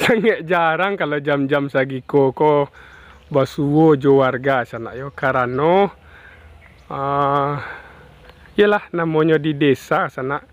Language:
Minangkabau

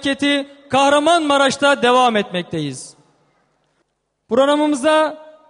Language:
Turkish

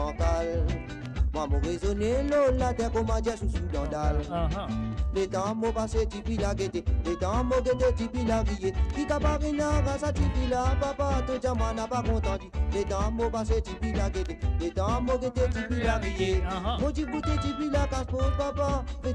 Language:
Morisyen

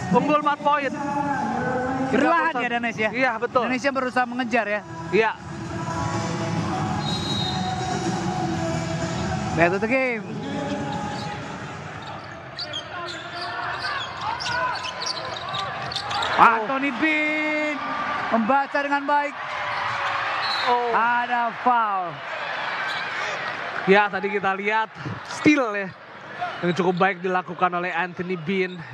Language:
Indonesian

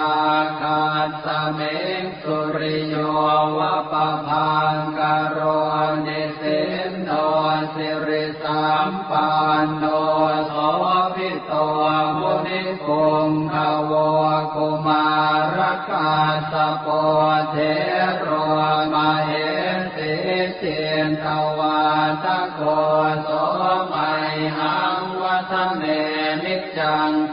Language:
Pali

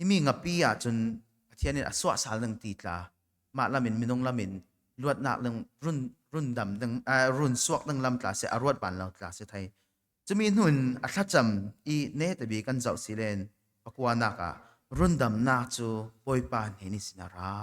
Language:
Falam Chin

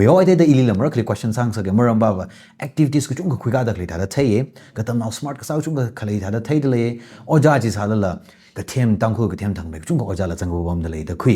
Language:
Tangkhul Naga (India)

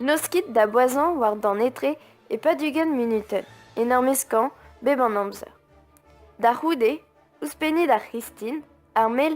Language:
Breton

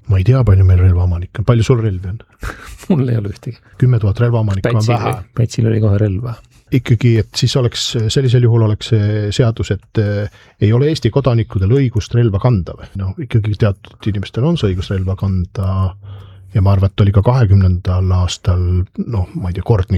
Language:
Estonian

